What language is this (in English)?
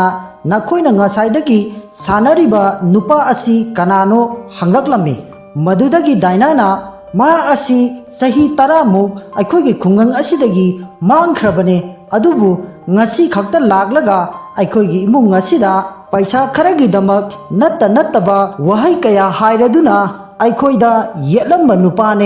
Manipuri